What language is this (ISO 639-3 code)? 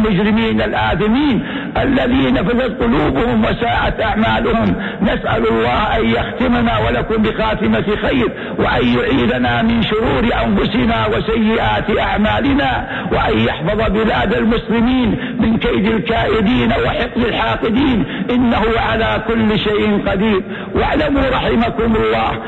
ara